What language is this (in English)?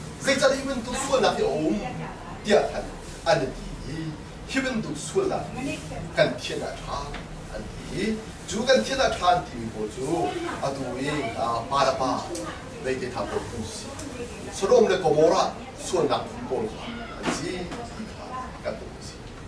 Hakha Chin